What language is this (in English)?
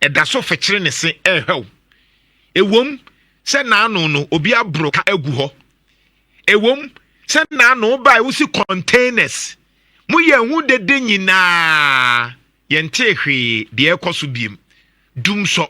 Akan